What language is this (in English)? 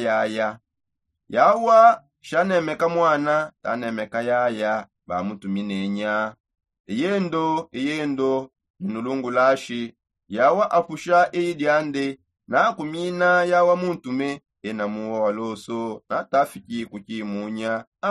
Songe